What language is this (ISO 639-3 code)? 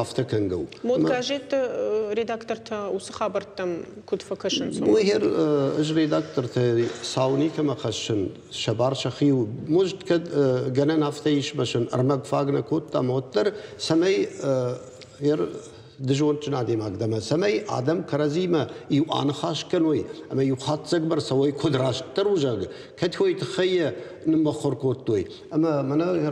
oss